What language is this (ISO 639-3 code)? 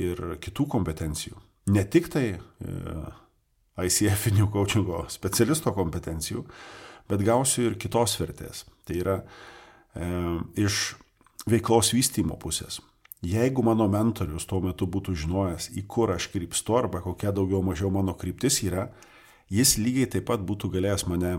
lit